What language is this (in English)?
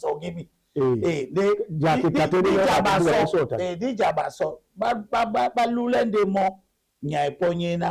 Duala